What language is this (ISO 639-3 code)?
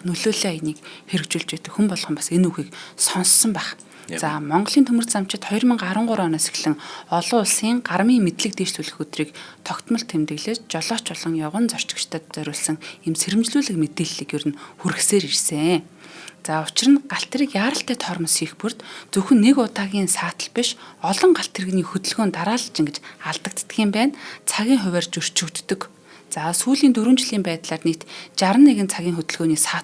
mon